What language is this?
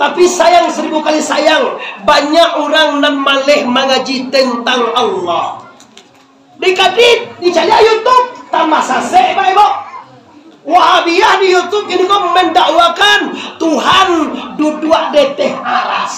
Minangkabau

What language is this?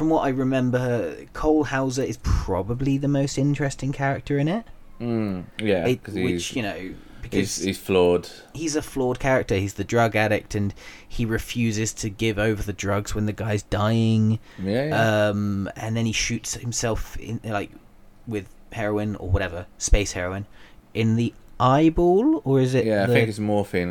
English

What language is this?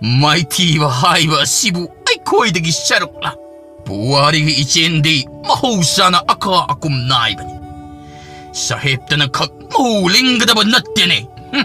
Manipuri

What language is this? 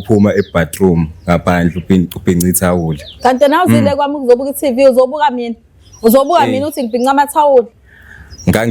Zulu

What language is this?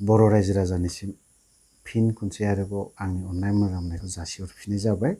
Bodo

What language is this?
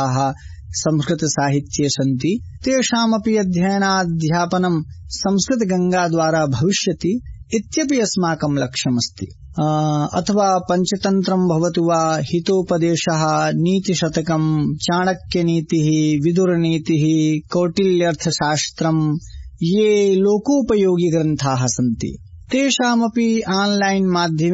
Sanskrit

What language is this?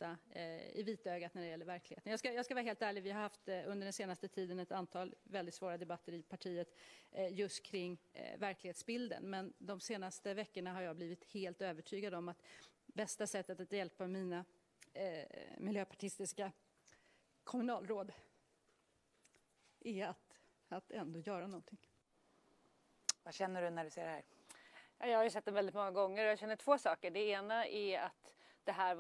Swedish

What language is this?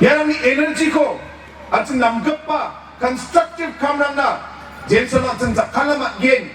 Garo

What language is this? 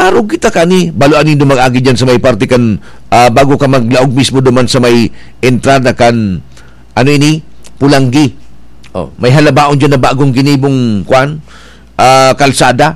Bikol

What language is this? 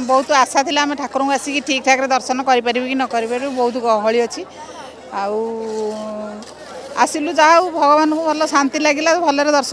Odia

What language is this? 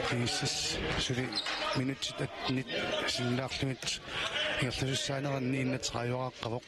Kalaallisut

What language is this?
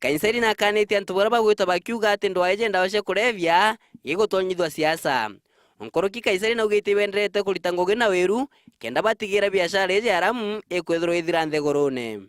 Meru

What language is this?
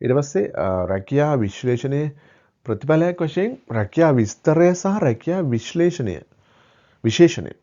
Sinhala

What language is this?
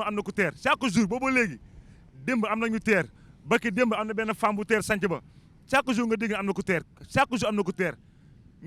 Wolof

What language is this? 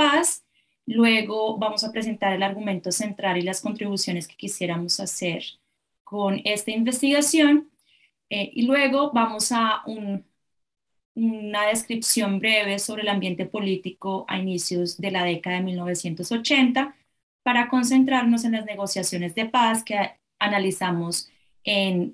Spanish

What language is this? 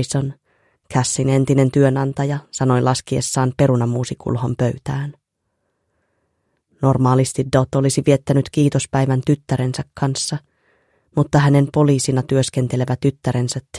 Finnish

